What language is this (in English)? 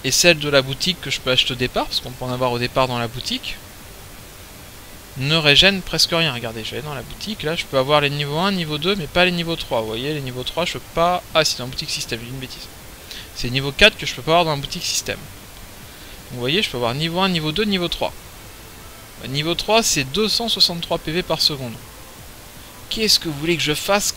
French